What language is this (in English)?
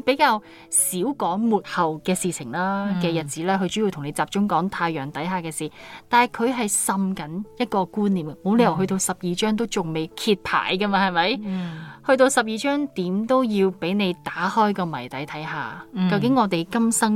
Cantonese